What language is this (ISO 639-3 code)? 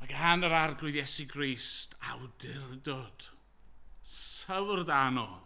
cym